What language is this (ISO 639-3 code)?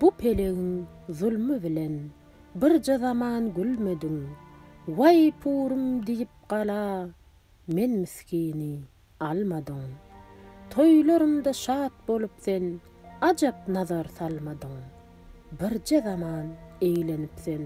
tuk